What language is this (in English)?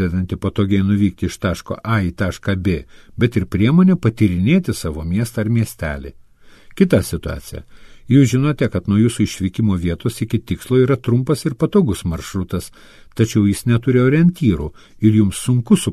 Lithuanian